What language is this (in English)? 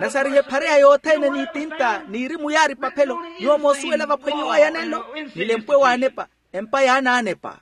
Makhuwa